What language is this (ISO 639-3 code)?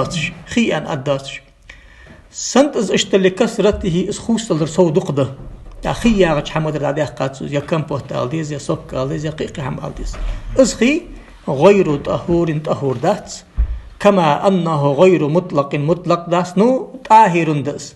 inh